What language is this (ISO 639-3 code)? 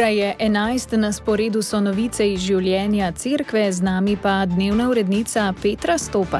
slv